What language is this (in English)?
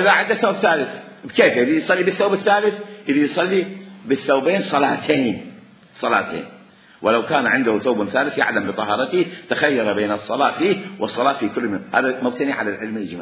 Mesopotamian Arabic